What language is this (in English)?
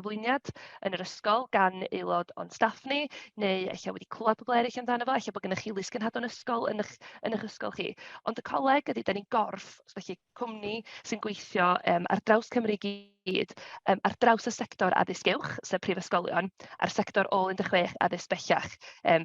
Welsh